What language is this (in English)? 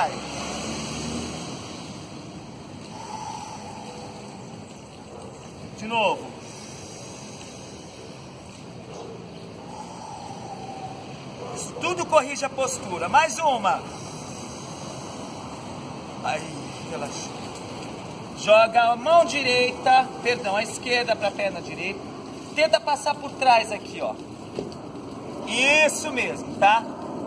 Portuguese